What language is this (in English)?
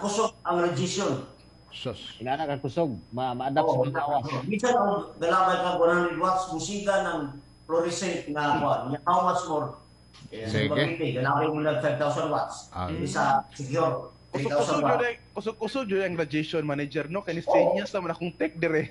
Cebuano